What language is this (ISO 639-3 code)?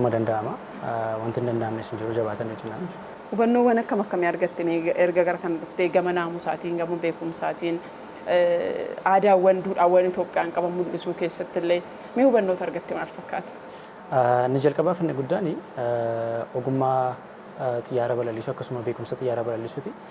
orm